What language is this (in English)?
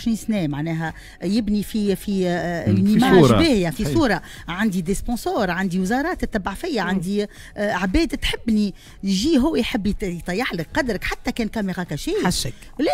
Tunisian Arabic